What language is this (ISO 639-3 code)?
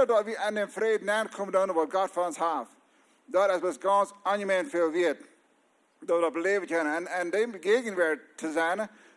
pdt